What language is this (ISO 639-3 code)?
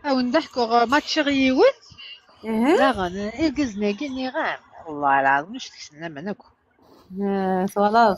kab